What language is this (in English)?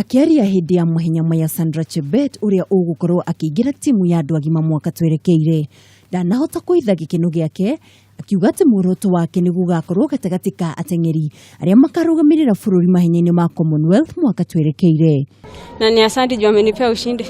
Kikuyu